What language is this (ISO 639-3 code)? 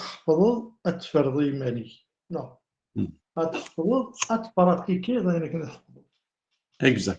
kab